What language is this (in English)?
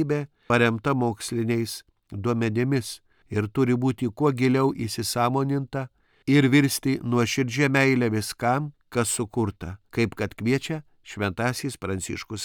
Lithuanian